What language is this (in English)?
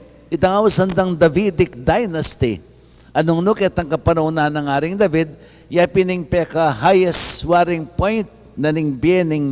Pampanga